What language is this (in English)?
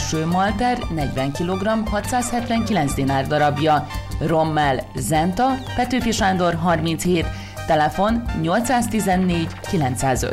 Hungarian